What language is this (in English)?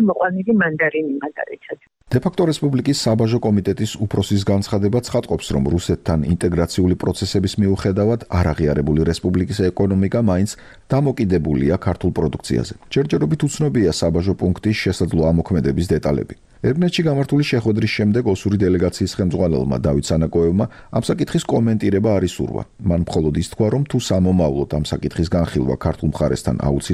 Georgian